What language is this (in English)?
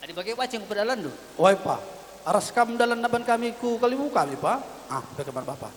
Batak Karo